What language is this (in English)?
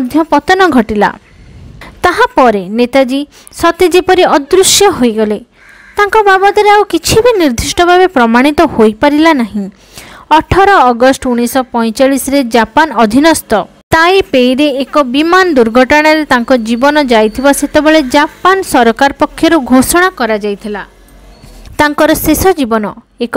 Odia